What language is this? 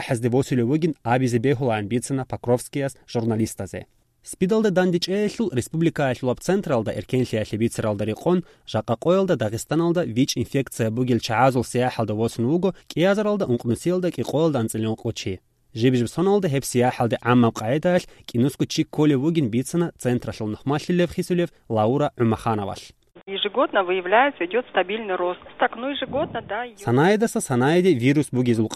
Avaric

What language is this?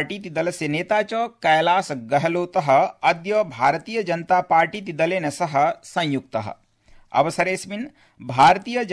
Sanskrit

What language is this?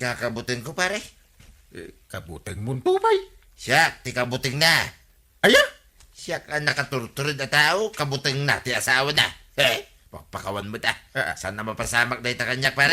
Iloko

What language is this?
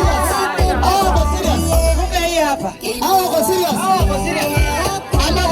Masai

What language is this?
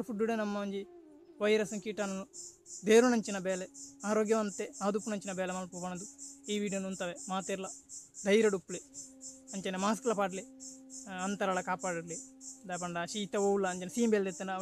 Tulu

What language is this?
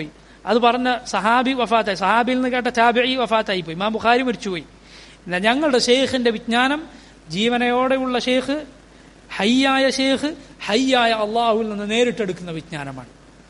Malayalam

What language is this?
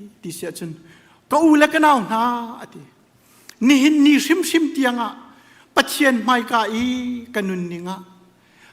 Hakha Chin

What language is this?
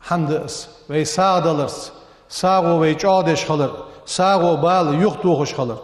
Ingush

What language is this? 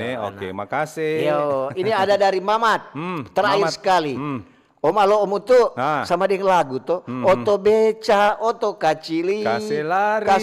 Manado Malay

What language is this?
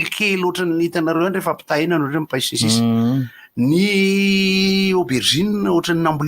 Malagasy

